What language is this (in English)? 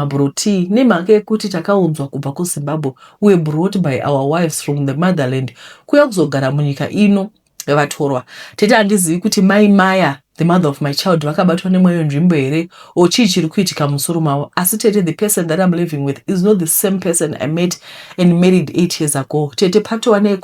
Shona